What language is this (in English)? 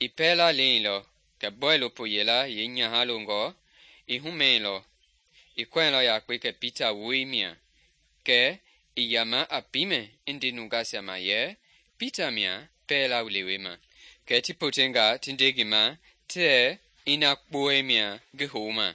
Mende